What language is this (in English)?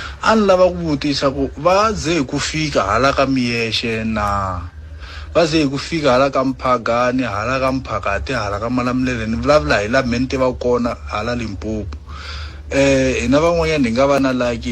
Tsonga